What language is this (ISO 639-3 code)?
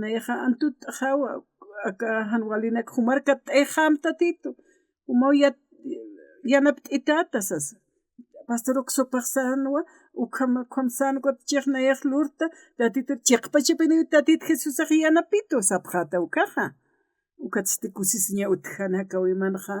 aym